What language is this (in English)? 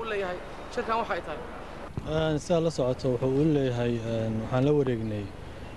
Somali